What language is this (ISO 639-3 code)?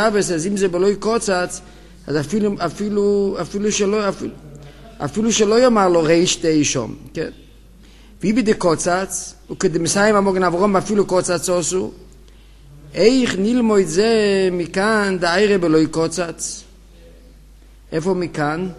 heb